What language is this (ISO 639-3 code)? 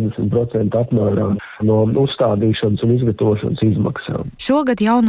lav